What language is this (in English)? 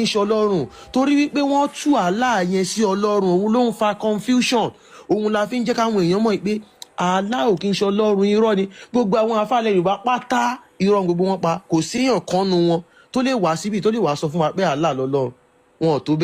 Yoruba